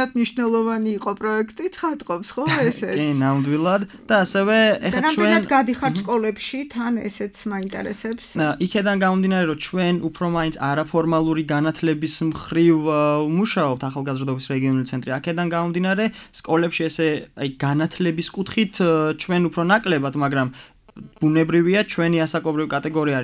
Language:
Georgian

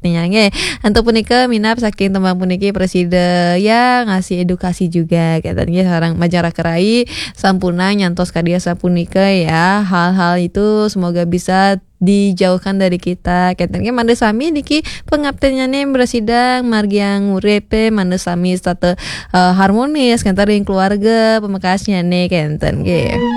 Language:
Balinese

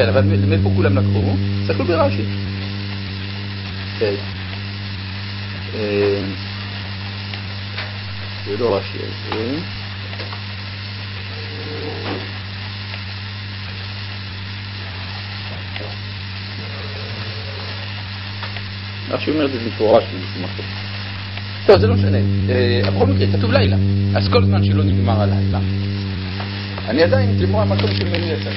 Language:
Hebrew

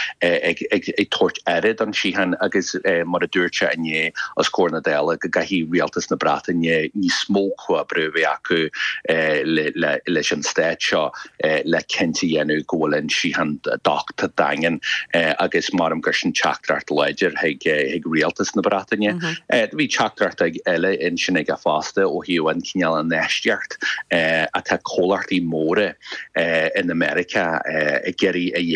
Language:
Irish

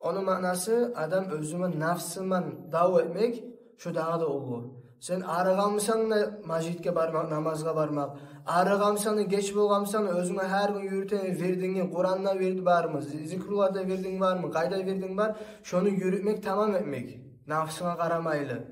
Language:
Kumyk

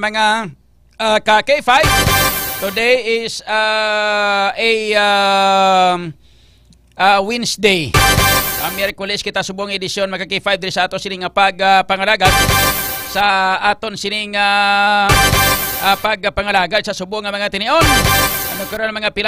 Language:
Hiligaynon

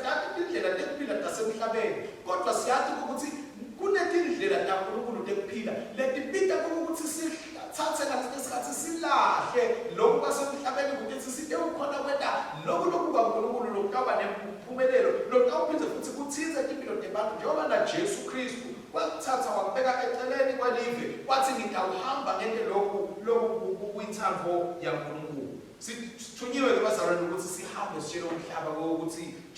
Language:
Swati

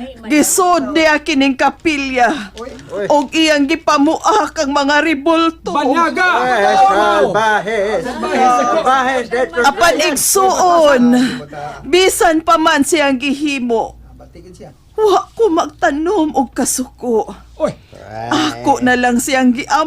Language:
Cebuano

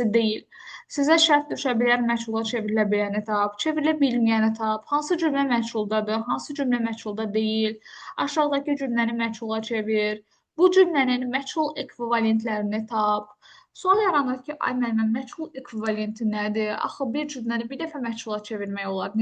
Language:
Azerbaijani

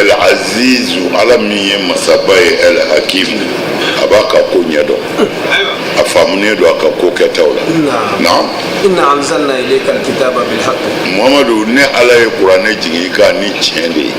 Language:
Bambara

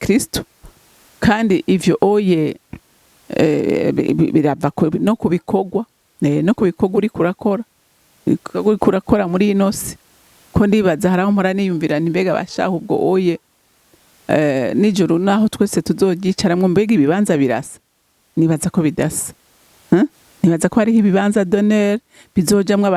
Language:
Rundi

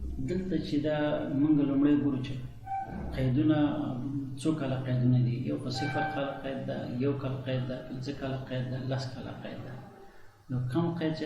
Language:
Pashto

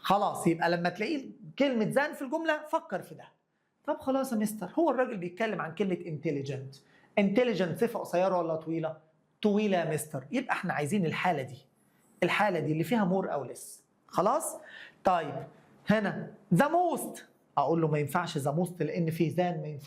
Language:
Egyptian Arabic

